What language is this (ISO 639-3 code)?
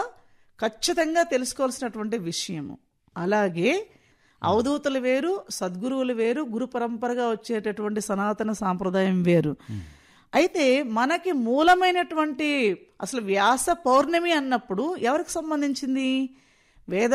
tel